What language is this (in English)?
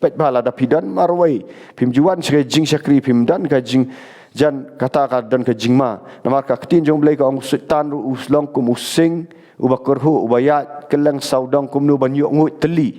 Khasi